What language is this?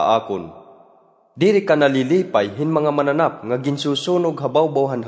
Waray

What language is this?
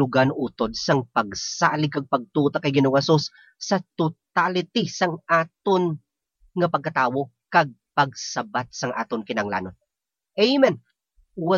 Hiligaynon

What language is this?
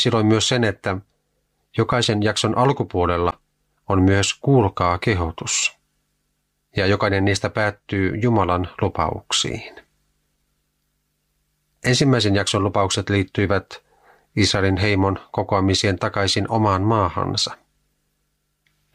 Finnish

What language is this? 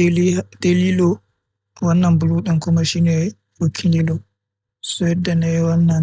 Hausa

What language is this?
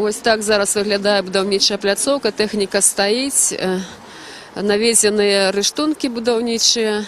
Belarusian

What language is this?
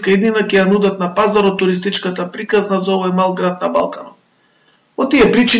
Macedonian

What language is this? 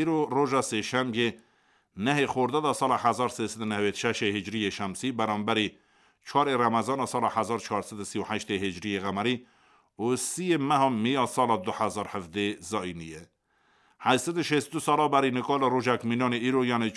Kurdish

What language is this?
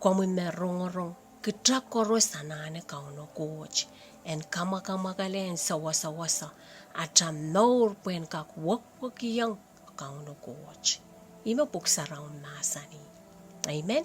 Pohnpeian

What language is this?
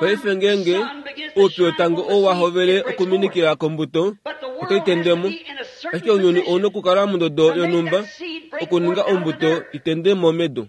Kuanyama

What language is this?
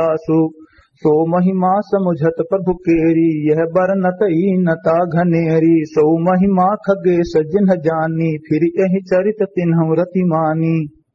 Awadhi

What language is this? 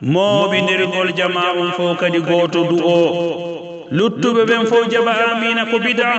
Pular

